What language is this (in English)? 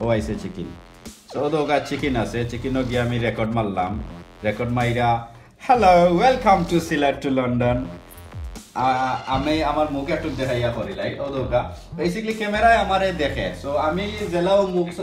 Sylheti